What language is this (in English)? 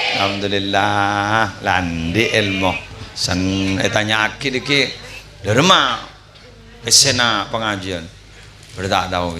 Madurese